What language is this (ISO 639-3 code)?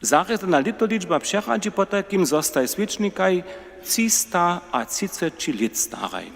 hsb